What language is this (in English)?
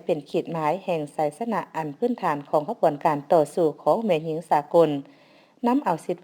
Lao